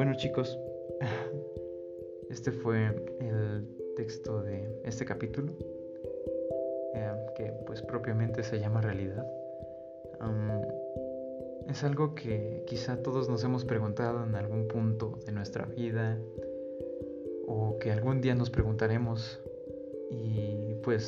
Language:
Spanish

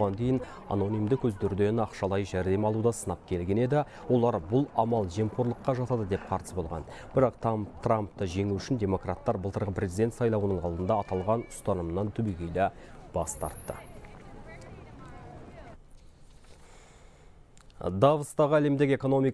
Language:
Kazakh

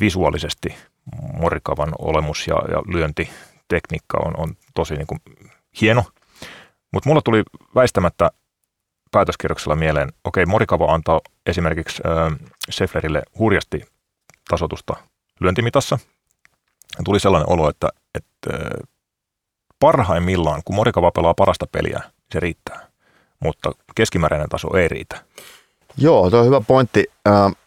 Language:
Finnish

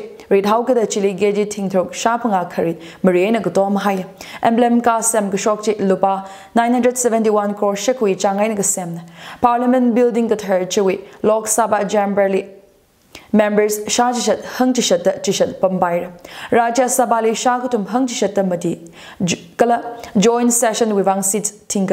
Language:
Tangkhul Naga (India)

